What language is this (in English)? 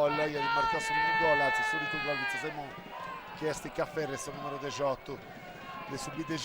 Sardinian